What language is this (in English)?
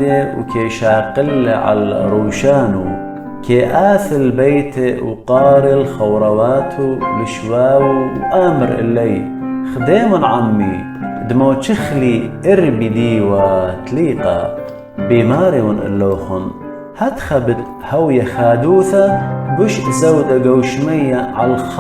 Assyrian Neo-Aramaic